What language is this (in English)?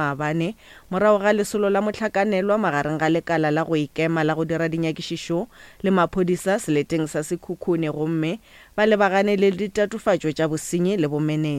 Northern Sotho